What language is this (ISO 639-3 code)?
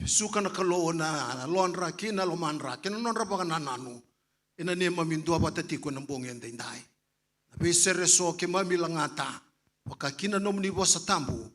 fij